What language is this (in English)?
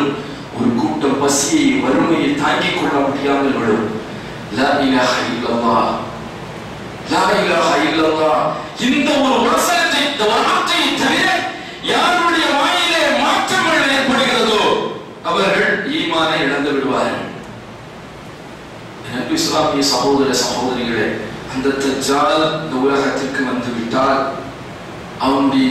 Tamil